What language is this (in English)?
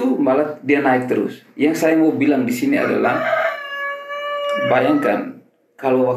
Indonesian